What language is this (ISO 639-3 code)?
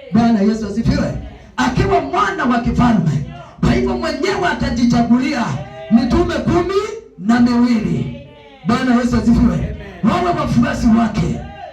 swa